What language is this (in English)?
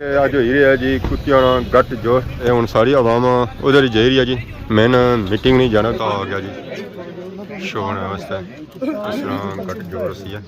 Pahari-Potwari